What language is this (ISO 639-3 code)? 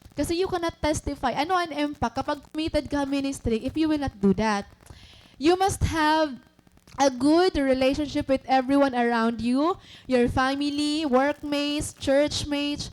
war